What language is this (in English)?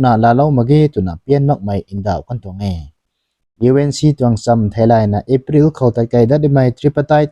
Rongmei Naga